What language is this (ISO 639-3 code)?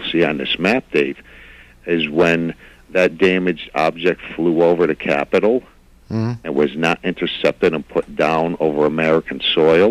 eng